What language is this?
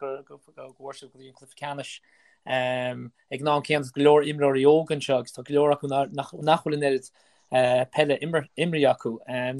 Irish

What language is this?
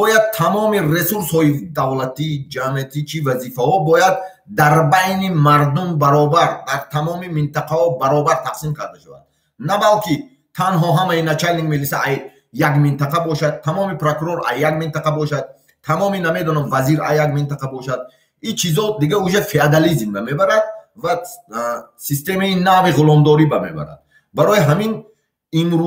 Tajik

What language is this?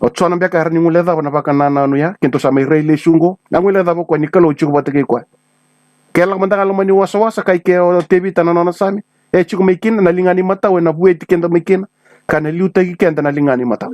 Fijian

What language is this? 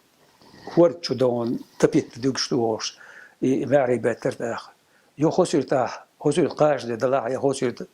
Chechen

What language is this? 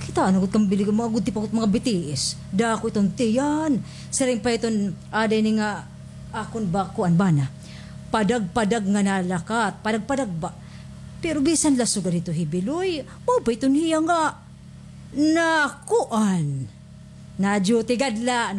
Waray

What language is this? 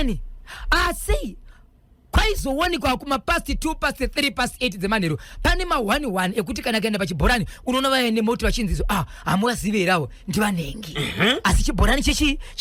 Shona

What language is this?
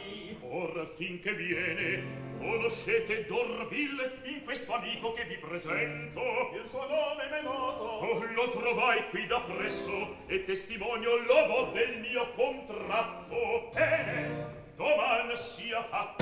Italian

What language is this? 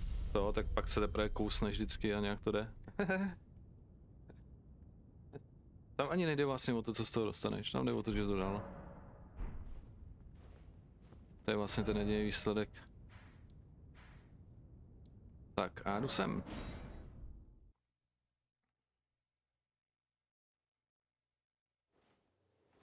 Czech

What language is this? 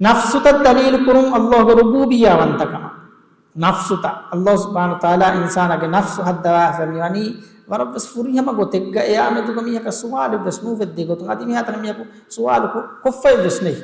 Divehi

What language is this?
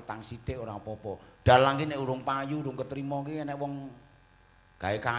Javanese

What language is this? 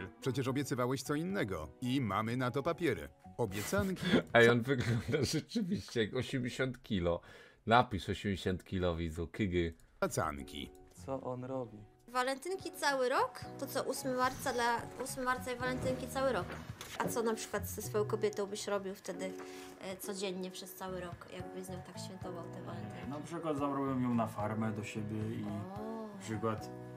Polish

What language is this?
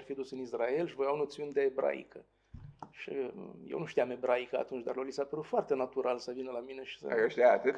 Romanian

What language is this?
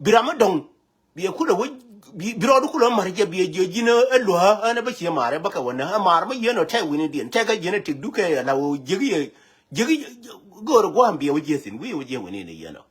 Nuer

